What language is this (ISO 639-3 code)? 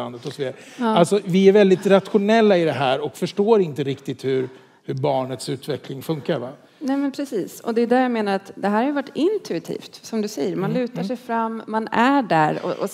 swe